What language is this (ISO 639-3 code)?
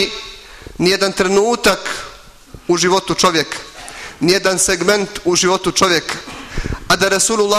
bos